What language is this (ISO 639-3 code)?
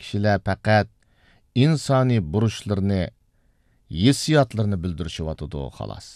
uig